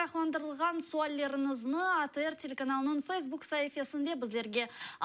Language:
Crimean Tatar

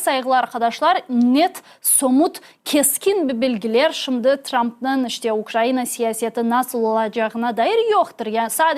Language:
Crimean Tatar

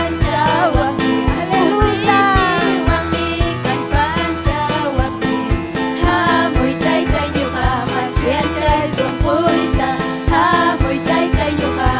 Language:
Ayacucho Quechua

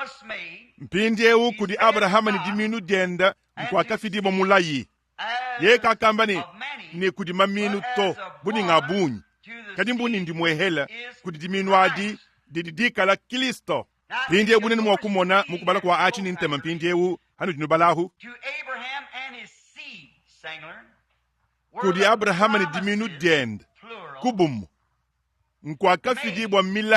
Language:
Luba-Lulua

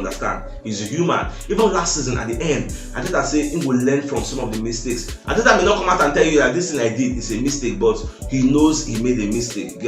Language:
Nigerian Pidgin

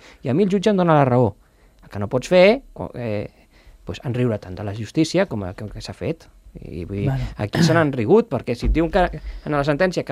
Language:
Catalan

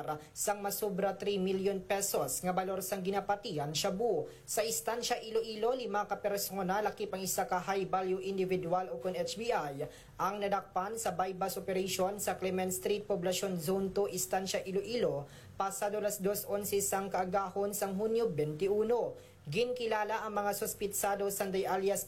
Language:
Hiligaynon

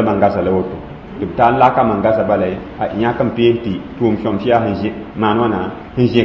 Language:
Mossi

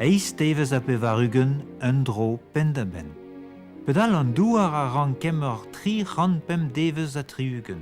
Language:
Breton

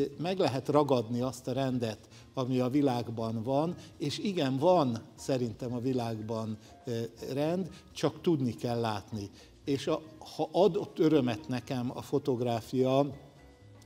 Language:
Hungarian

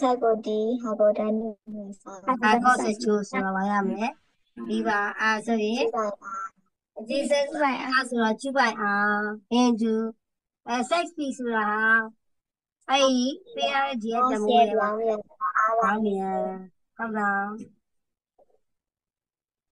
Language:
Burmese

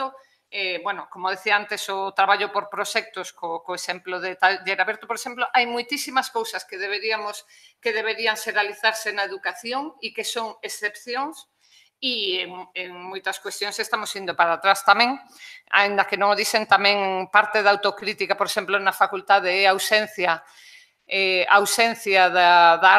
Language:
Galician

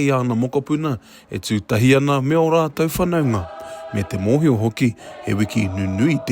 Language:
Māori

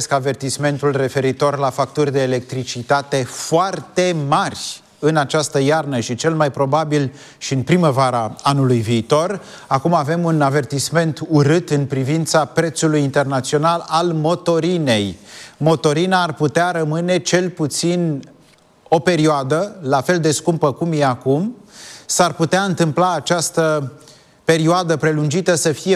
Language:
Romanian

